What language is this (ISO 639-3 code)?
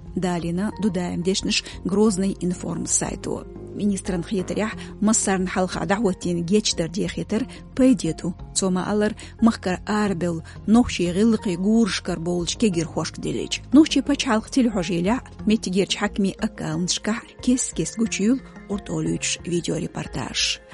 che